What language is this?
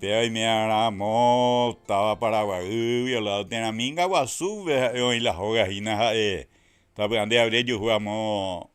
Guarani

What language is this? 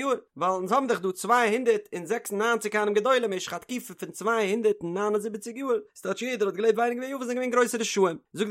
Yiddish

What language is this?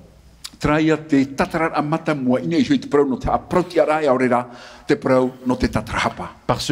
Tahitian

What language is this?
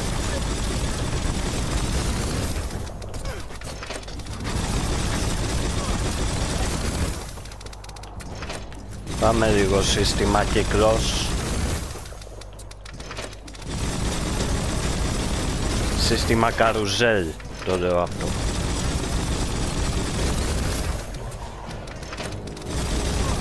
Greek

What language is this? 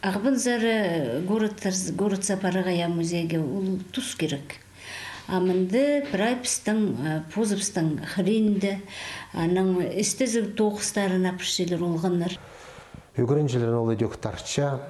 Khakas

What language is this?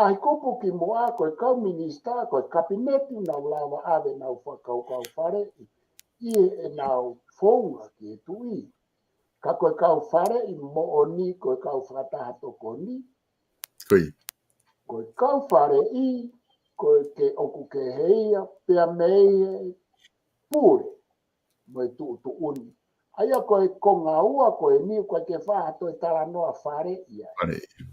Tongan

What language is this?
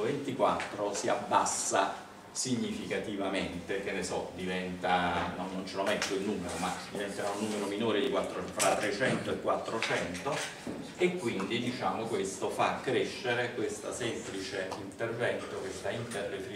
Italian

